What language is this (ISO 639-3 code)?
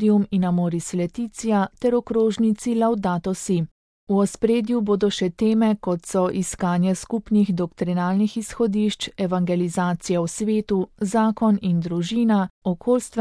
slv